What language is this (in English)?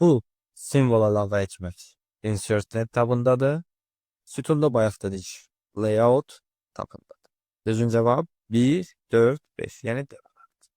Azerbaijani